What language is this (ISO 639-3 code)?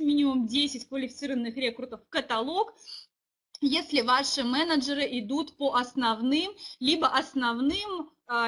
rus